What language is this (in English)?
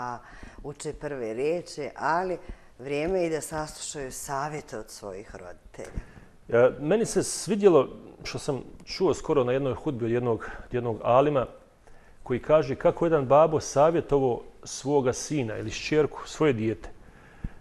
Bosnian